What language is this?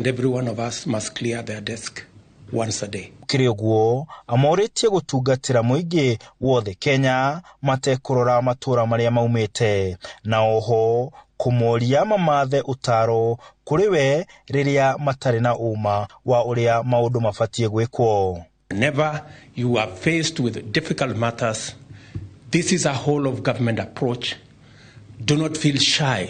Kikuyu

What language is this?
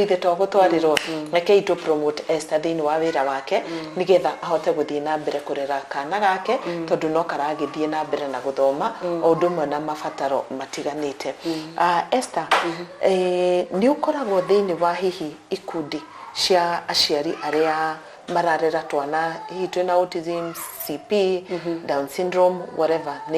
Kikuyu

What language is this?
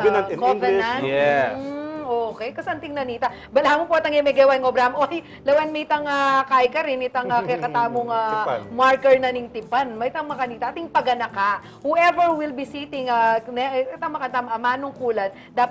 Pampanga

